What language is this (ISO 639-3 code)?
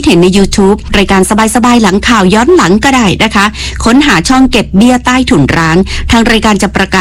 tha